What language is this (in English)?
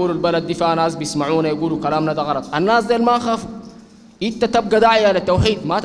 Sudanese Arabic